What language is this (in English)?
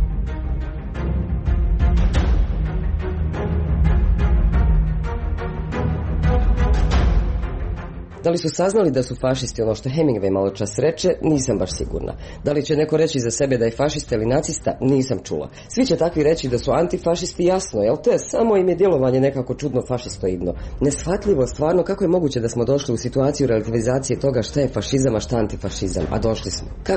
Croatian